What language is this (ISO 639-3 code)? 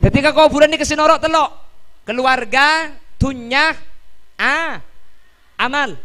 mad